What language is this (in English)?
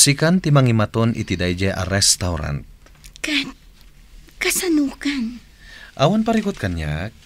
Iloko